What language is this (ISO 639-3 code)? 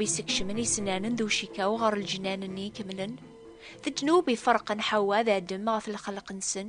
kab